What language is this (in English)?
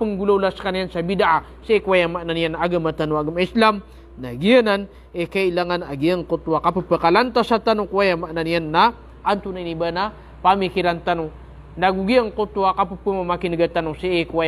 Maranao